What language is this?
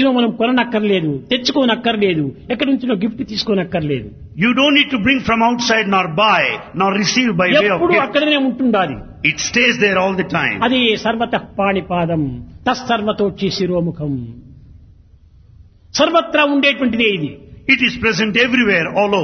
Telugu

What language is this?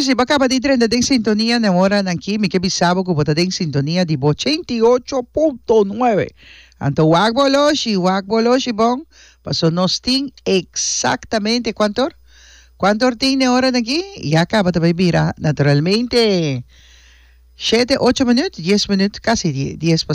Papiamento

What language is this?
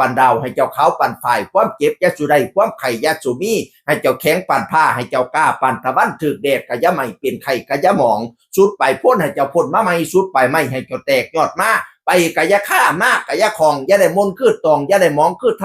Northeastern Thai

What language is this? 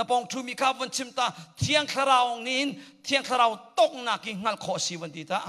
Hakha Chin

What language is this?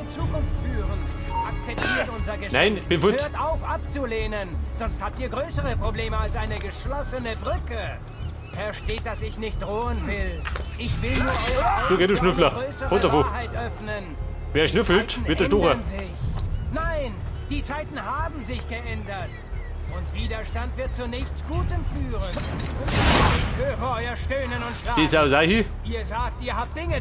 Bavarian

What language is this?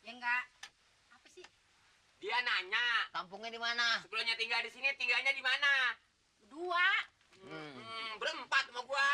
Betawi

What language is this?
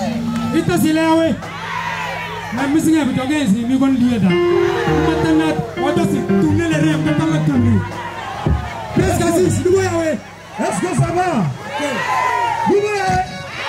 French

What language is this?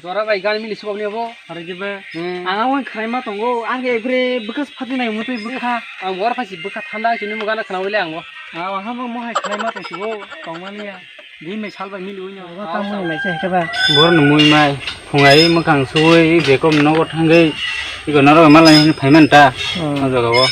Kok Borok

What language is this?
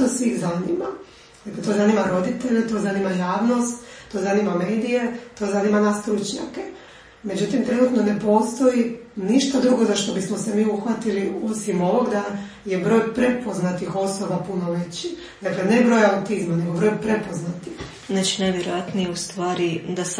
Croatian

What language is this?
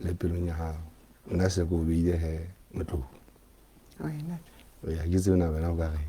Southern Sotho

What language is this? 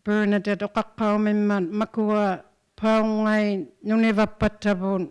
Inuktitut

